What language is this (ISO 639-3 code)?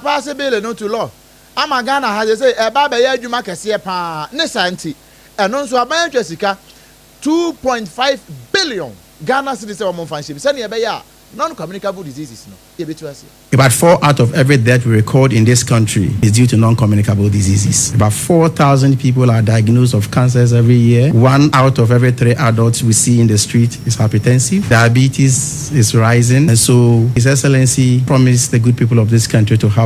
aka